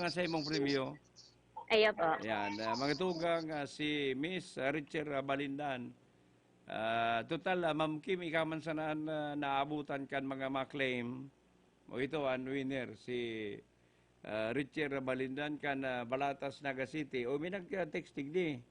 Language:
Bikol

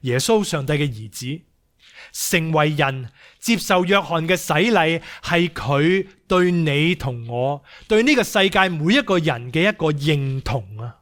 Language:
Cantonese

